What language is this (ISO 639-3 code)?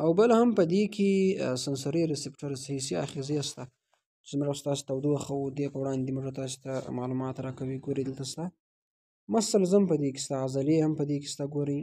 pus